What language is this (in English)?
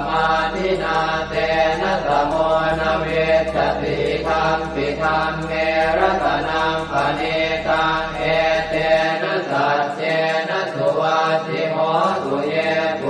Pali